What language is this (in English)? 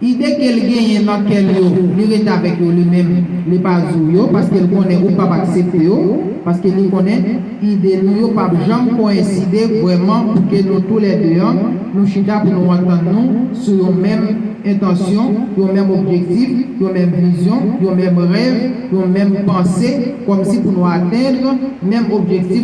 Haitian Creole